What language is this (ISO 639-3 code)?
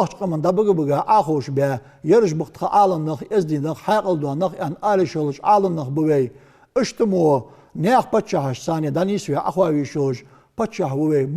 inh